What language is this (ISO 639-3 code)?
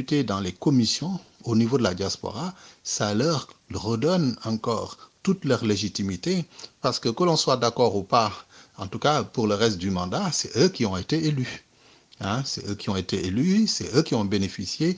fra